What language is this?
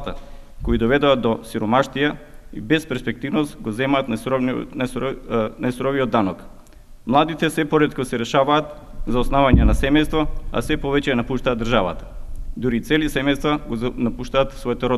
Macedonian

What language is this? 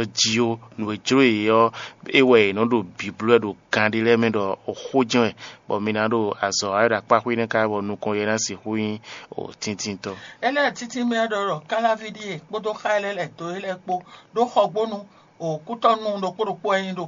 Fon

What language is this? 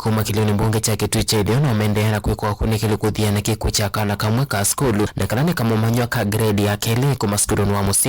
Kamba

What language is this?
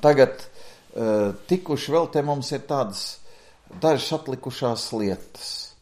Latvian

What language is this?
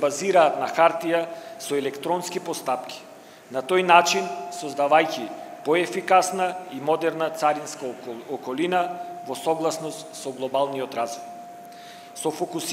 Macedonian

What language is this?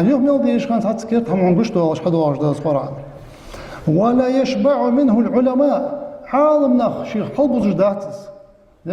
Ingush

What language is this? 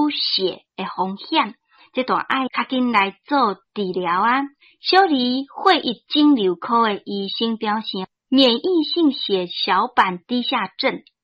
Min Nan Chinese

